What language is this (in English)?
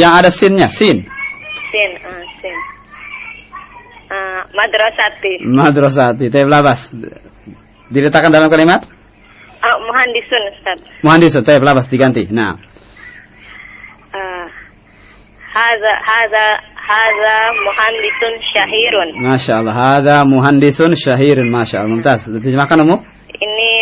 Indonesian